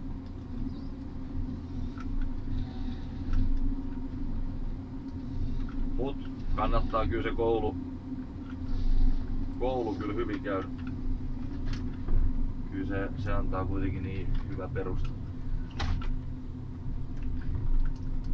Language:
Finnish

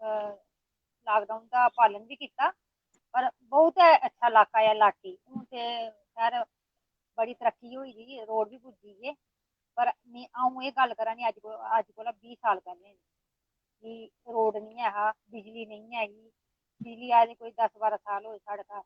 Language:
Dogri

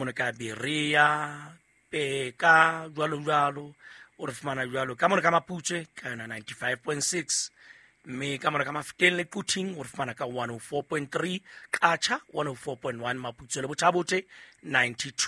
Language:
Southern Sotho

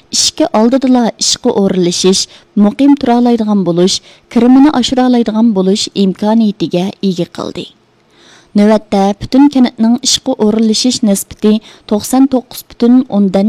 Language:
Uyghur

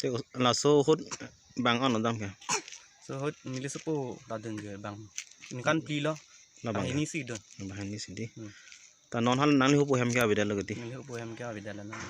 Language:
Karbi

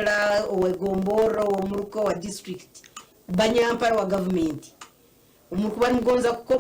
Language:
Nyankole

